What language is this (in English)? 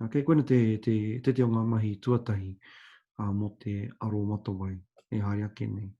Māori